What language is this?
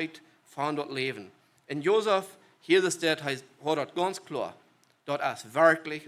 Plautdietsch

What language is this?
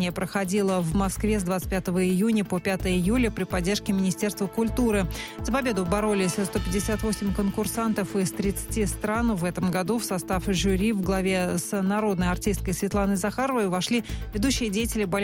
Russian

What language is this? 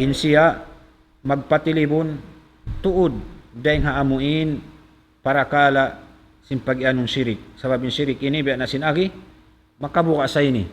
Tausug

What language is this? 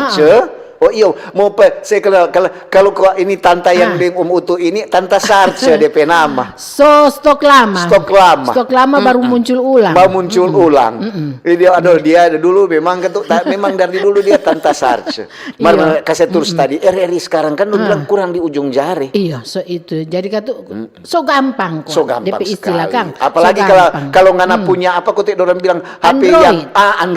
Manado Malay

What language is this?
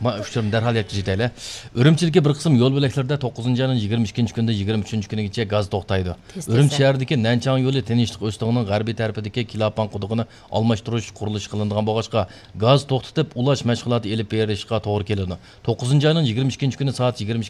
Uyghur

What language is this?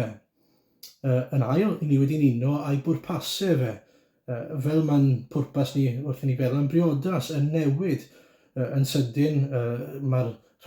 Welsh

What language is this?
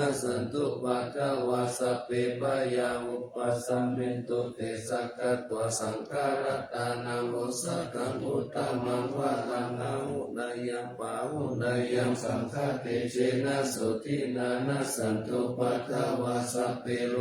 Pali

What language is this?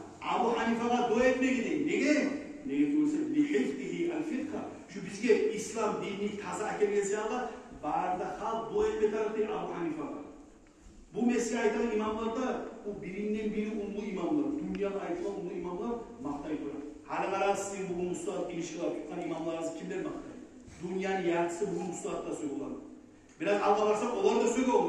Kumyk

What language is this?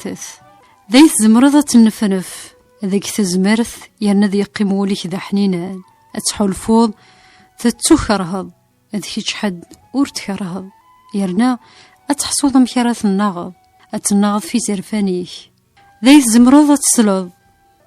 Kabyle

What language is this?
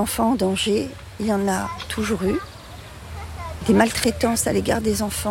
French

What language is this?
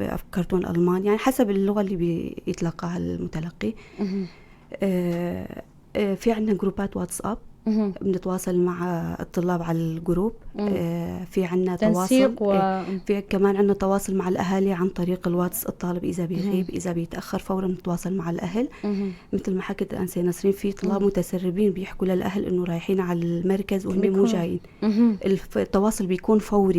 North Levantine Arabic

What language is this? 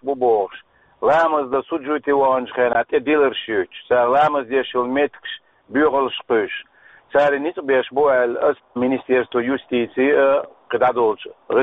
Chechen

